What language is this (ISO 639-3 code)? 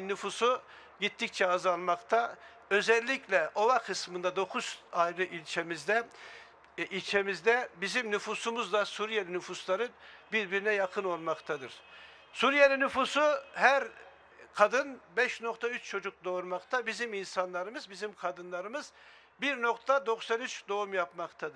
tur